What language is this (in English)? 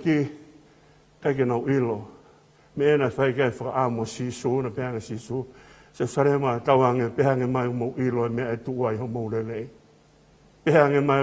Tongan